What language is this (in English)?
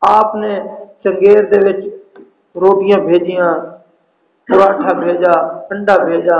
Saraiki